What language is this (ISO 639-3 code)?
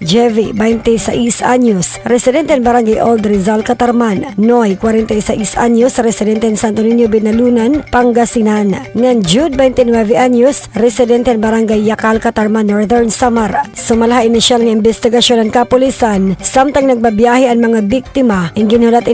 war